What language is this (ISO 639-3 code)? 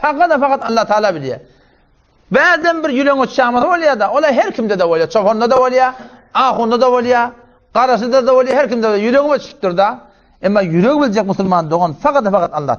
tuk